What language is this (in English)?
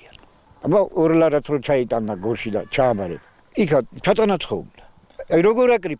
Georgian